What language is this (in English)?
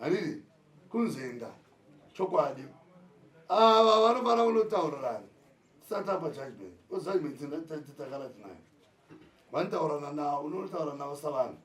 Shona